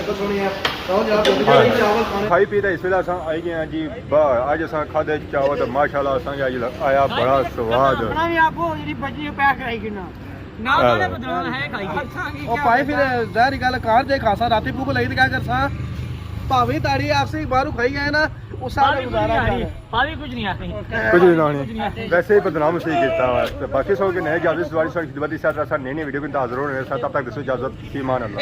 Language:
Pahari-Potwari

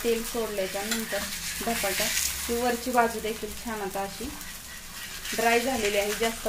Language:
Marathi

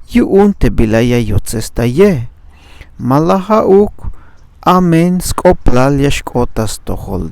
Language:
Tzeltal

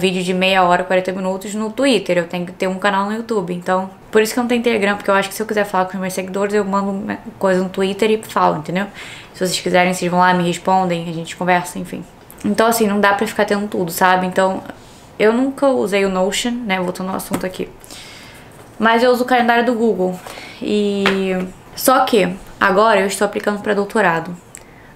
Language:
Portuguese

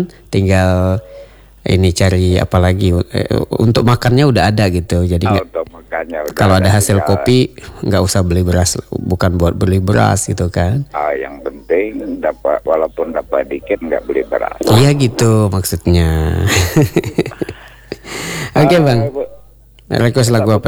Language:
Indonesian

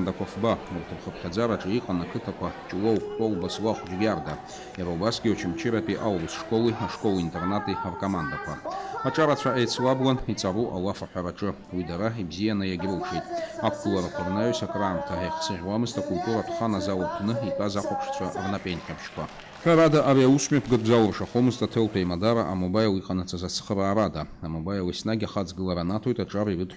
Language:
Abkhazian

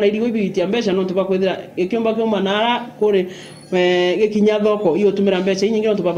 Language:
Meru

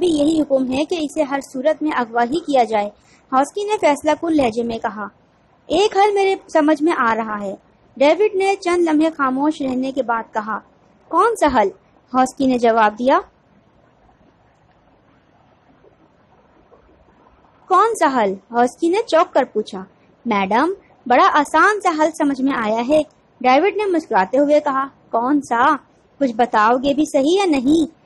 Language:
Urdu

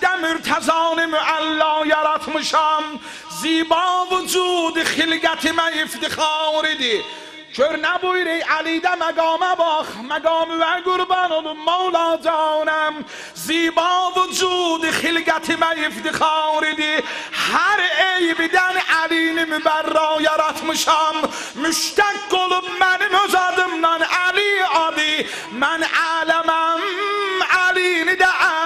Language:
South Azerbaijani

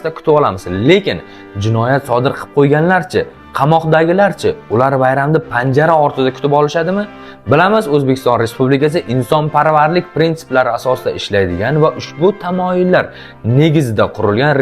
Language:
Uzbek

